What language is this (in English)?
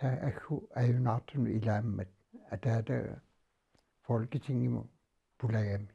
Kalaallisut